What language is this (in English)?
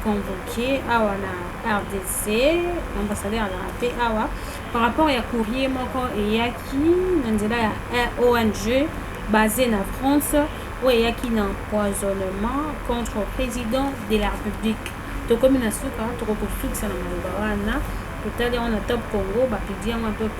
Lingala